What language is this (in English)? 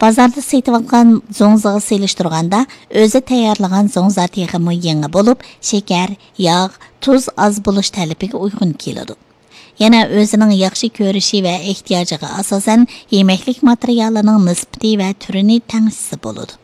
Uyghur